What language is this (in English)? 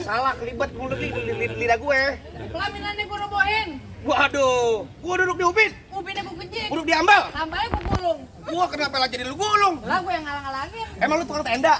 Betawi